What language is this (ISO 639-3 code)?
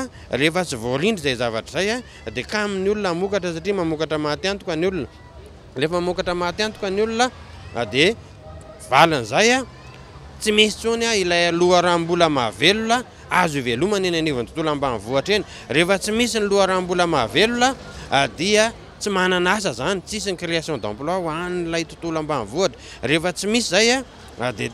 mlg